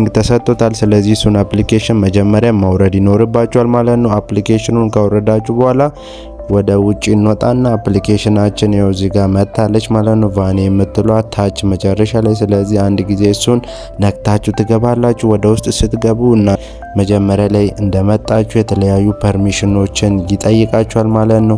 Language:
Amharic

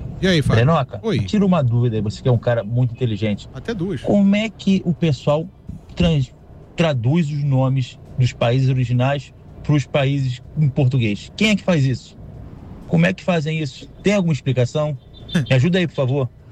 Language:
Portuguese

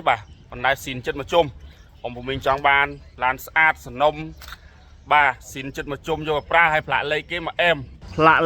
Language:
Khmer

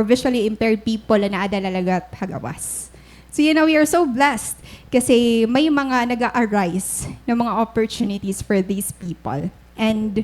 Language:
Waray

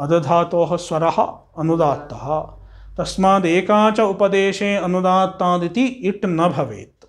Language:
Sanskrit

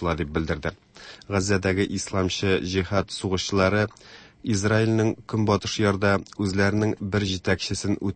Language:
Tatar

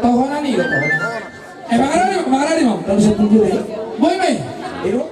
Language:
Batak Toba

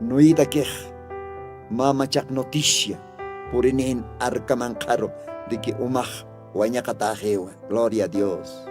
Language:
Aymara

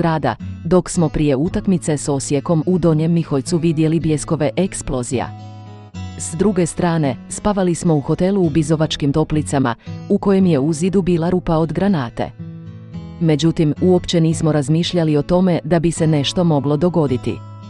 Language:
Croatian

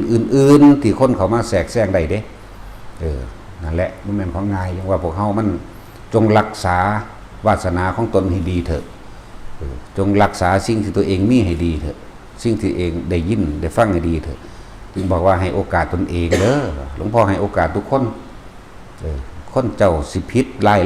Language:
Northeastern Thai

